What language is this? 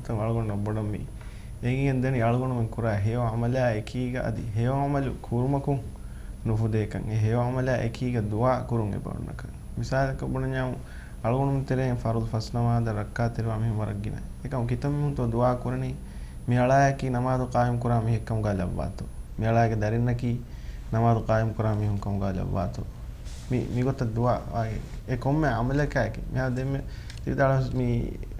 Divehi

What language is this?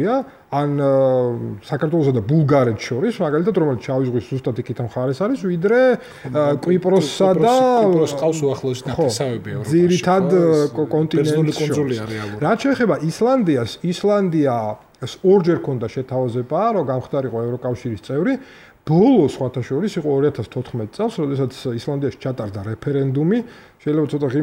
Georgian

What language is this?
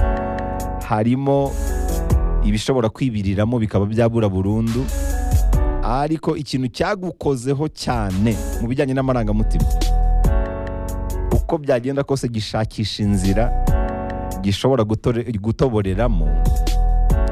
Kinyarwanda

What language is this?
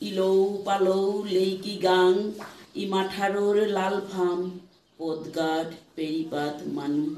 Bishnupriya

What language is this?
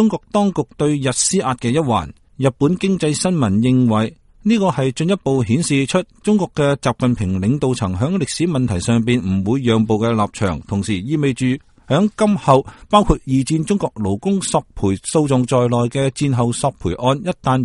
Cantonese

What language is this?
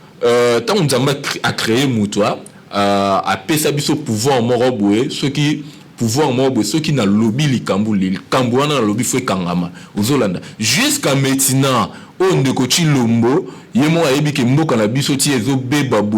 Lingala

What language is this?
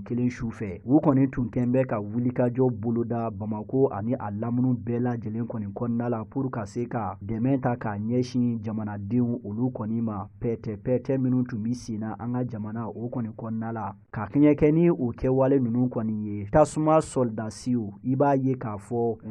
Bambara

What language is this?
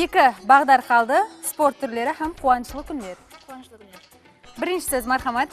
Kara-Kalpak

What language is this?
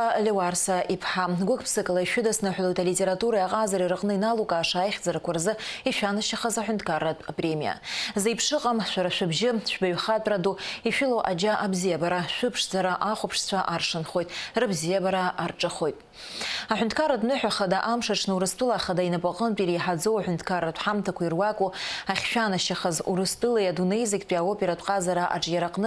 Abkhazian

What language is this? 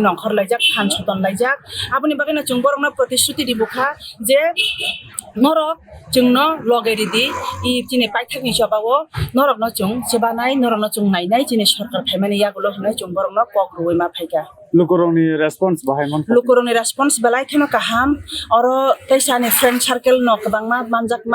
Kok Borok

